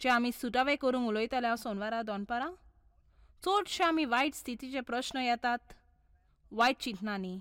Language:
Konkani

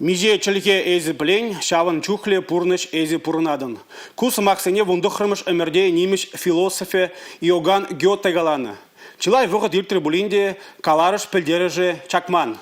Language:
Chuvash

